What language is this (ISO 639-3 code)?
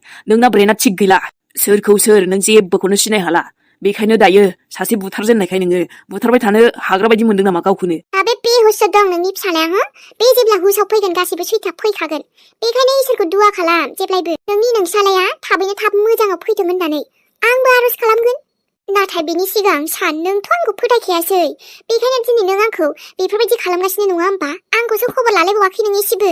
brx